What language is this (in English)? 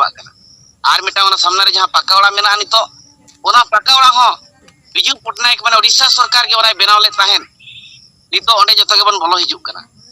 Santali